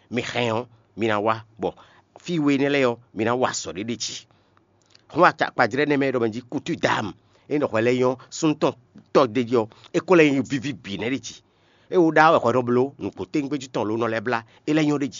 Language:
Fon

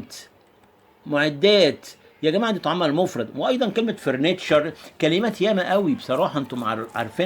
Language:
Egyptian Arabic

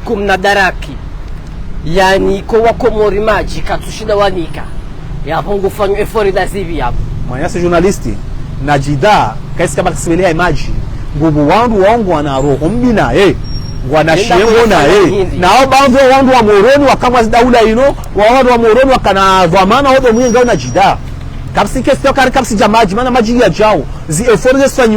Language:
Ngazidja Comorian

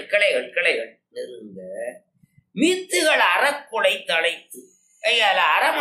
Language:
Tamil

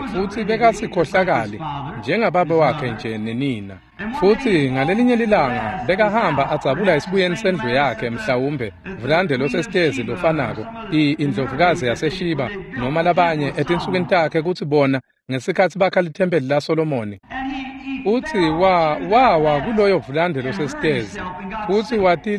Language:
Swati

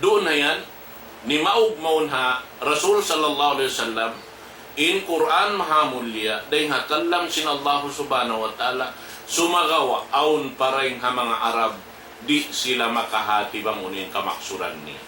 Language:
Tausug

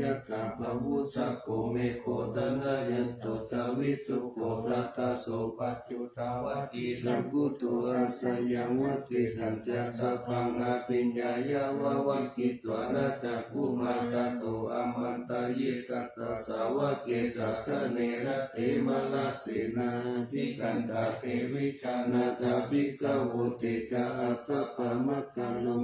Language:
Pali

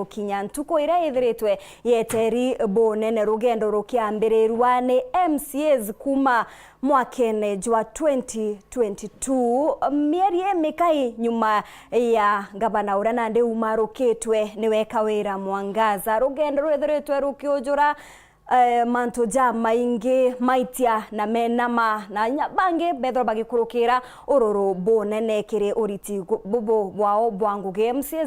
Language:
Meru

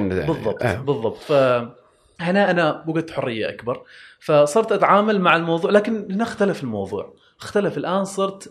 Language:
Gulf Arabic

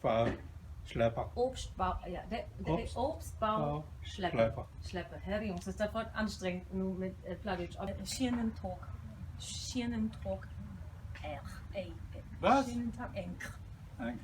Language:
Low German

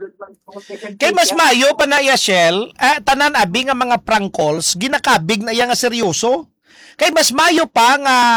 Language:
Hiligaynon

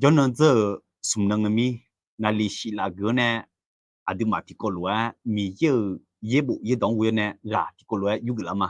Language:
Akha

